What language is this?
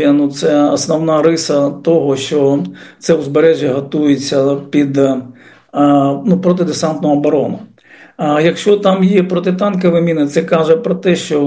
Ukrainian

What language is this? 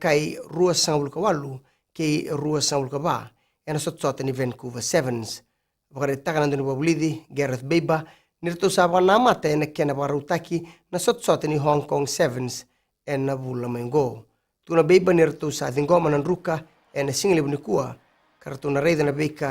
Fijian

